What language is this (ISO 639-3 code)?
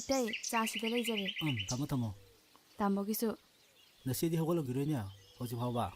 mni